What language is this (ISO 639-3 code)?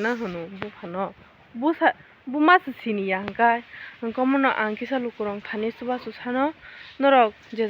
trp